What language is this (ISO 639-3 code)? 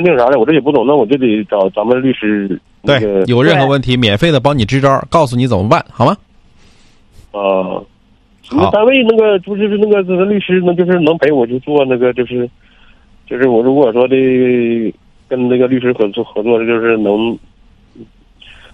zho